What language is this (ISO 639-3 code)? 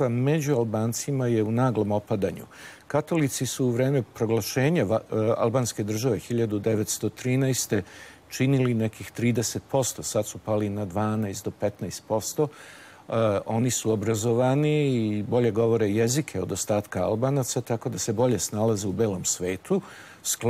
srp